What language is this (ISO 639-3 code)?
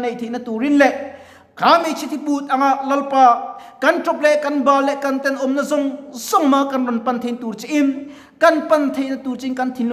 lus